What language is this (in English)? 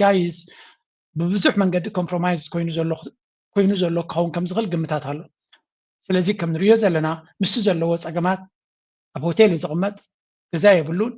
Tigrinya